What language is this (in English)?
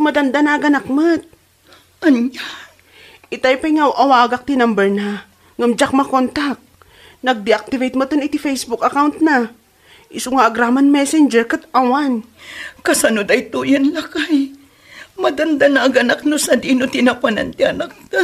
Iloko